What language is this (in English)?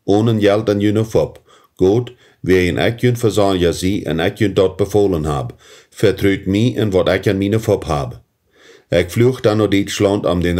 Plautdietsch